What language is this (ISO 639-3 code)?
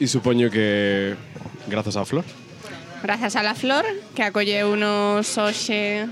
glg